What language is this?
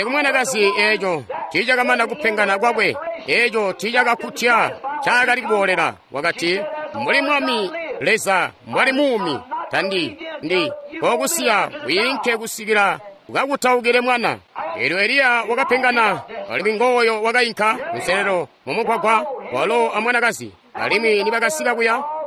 Tonga (Zambia)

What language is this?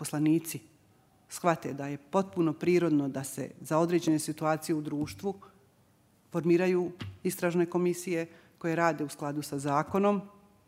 Bosnian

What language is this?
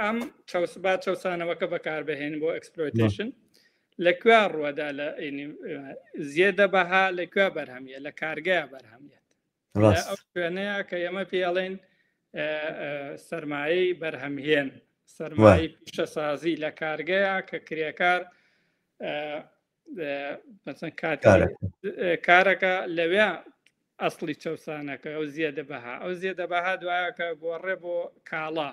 Central Kurdish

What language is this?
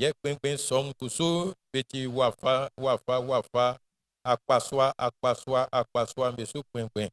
Baoulé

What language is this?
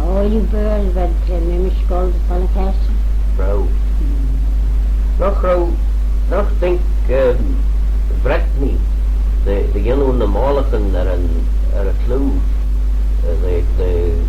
Manx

